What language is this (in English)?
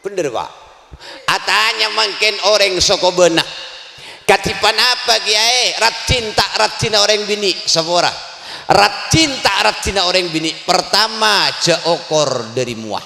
Madurese